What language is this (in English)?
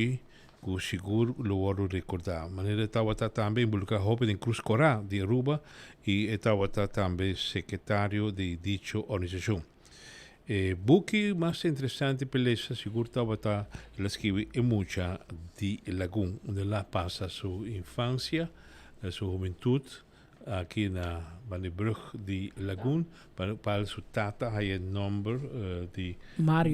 Papiamento